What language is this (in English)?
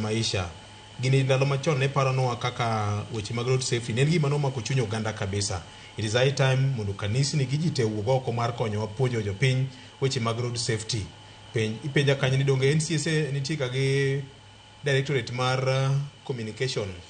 Luo (Kenya and Tanzania)